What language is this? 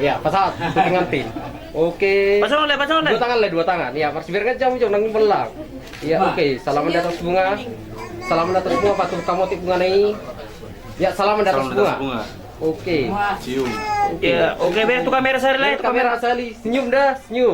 Batak Toba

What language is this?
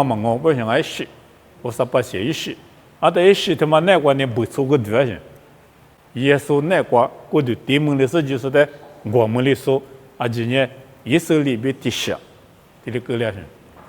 Lisu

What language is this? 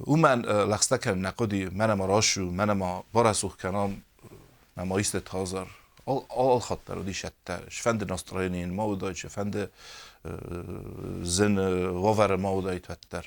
Ossetic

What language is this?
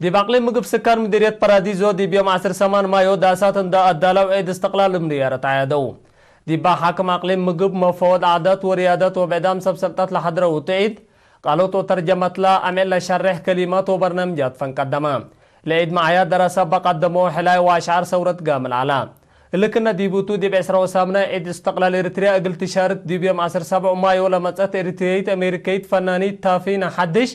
Tigre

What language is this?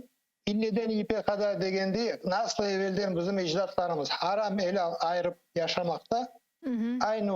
Crimean Tatar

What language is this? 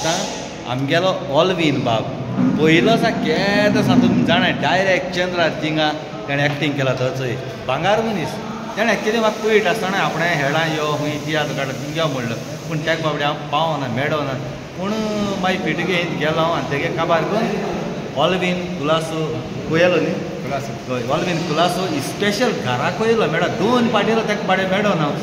Konkani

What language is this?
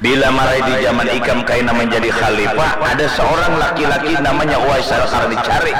Banjar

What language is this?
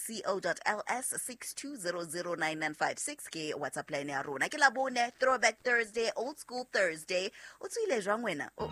Southern Sotho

